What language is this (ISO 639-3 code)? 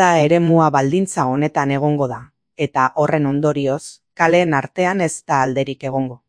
eus